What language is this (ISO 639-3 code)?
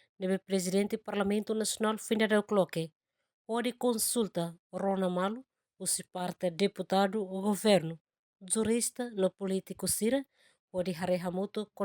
tet